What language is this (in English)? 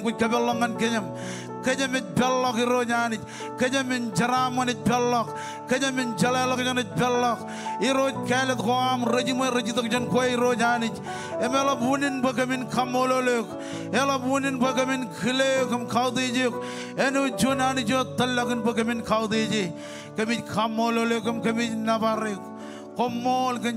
Marshallese